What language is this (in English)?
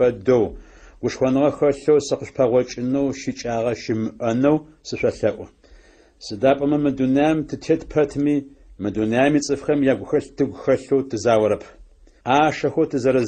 Adyghe